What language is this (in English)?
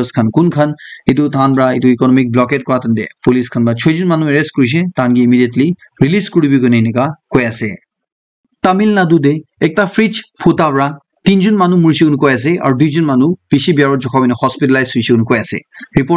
Naga Pidgin